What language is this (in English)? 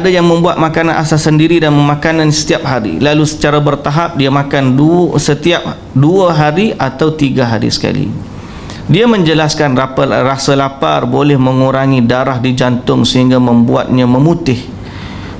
Malay